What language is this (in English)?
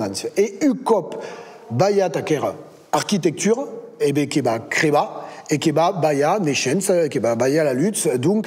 Occitan